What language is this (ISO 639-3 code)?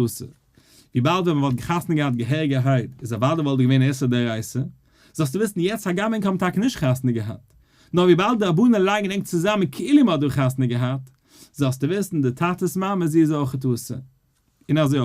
yid